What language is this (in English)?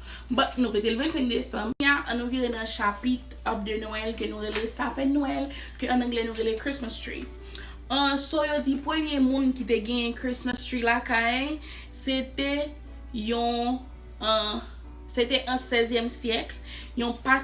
Haitian Creole